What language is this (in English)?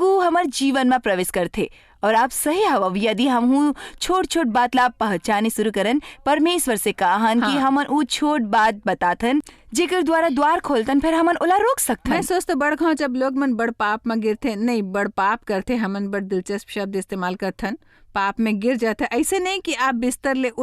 Chhattisgarhi